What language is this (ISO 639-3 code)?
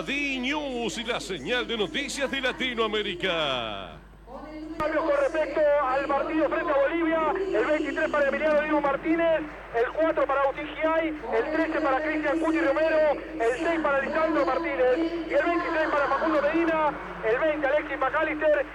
spa